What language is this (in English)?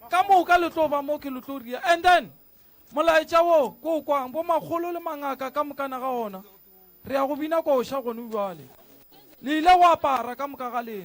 Northern Sotho